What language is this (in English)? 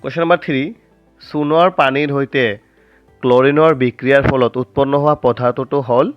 Assamese